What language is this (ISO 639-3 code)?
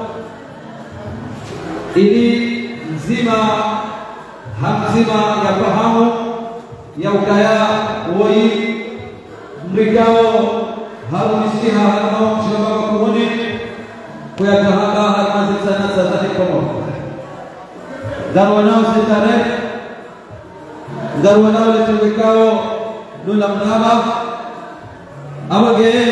swa